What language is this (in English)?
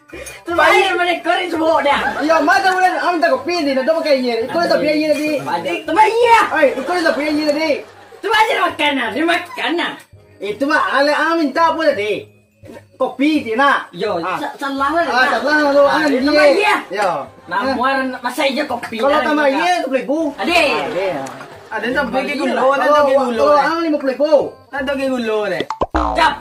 Minangkabau